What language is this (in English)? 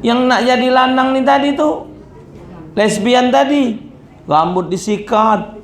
Musi